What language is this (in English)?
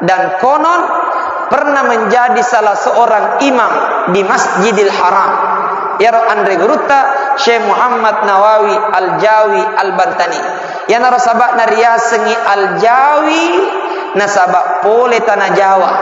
Buginese